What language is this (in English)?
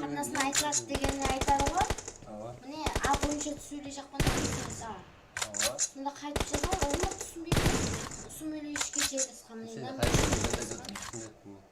Kara-Kalpak